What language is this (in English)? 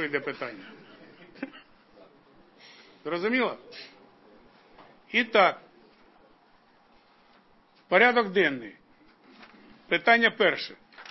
Ukrainian